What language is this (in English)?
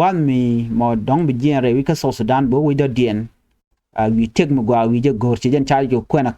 Nuer